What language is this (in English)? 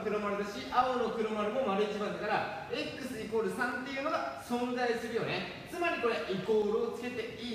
Japanese